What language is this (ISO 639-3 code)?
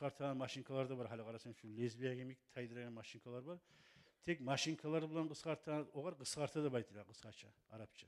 kum